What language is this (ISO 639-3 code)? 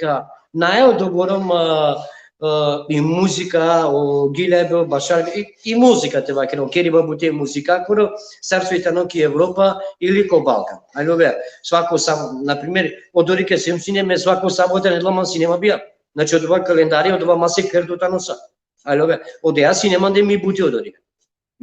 rmn